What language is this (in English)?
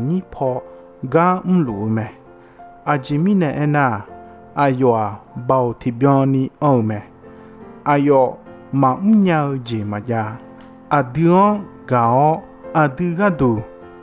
Akha